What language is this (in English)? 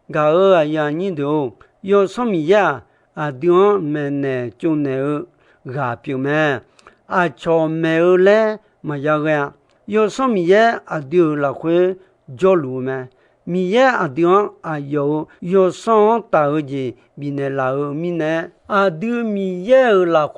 Akha